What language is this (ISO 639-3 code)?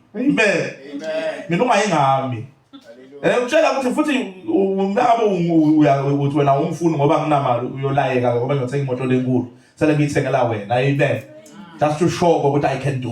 zul